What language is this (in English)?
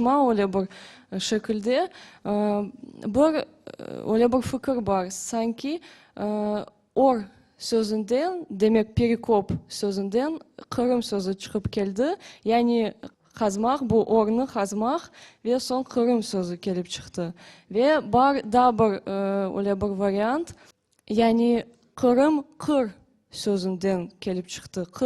Crimean Tatar